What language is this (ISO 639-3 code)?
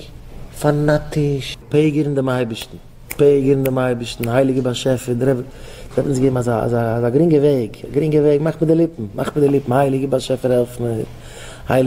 yid